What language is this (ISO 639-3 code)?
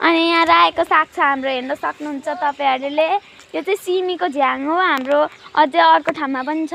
nep